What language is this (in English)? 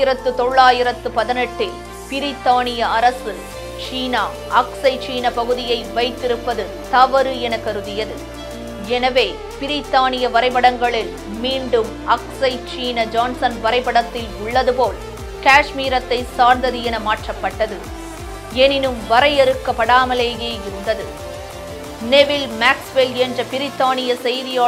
Tamil